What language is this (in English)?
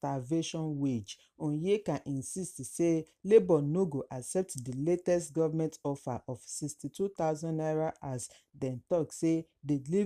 Nigerian Pidgin